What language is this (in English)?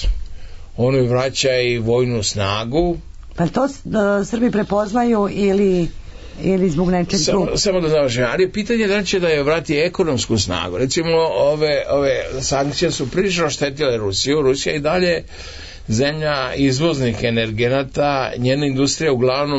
Serbian